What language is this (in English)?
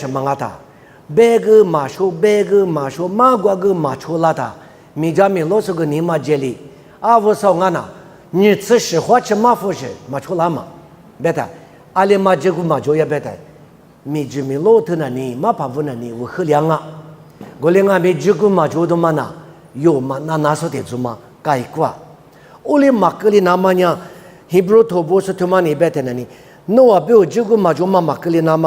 Lisu